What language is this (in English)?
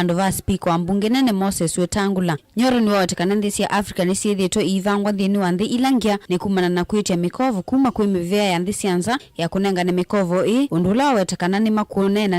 Kamba